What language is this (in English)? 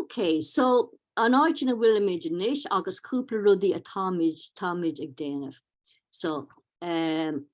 Irish